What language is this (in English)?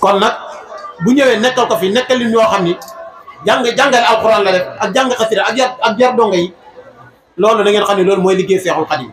Wolof